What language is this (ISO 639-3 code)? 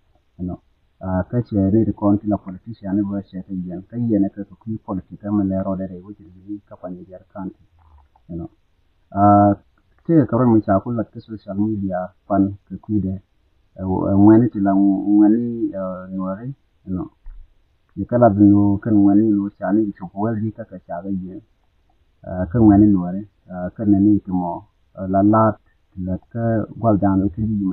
nus